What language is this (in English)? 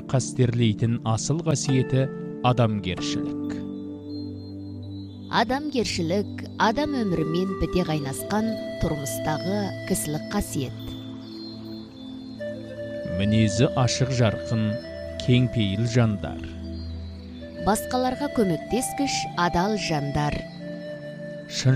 Kazakh